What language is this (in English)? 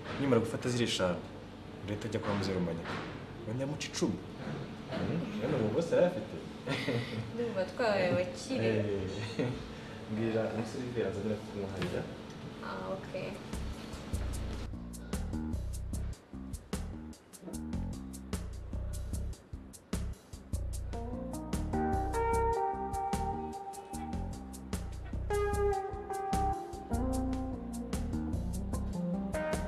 Kinyarwanda